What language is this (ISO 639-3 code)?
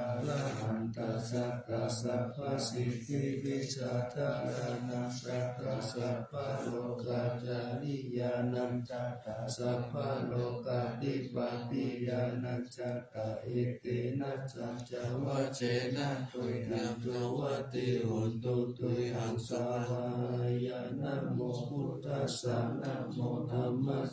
pli